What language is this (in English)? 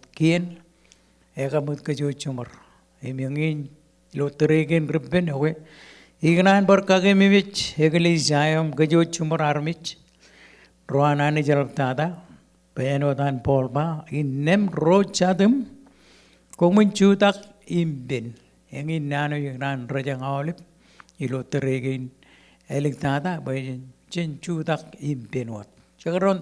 Marshallese